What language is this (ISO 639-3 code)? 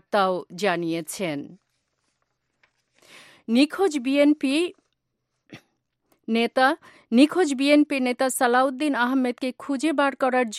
ben